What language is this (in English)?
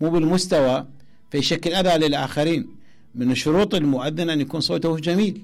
Mesopotamian Arabic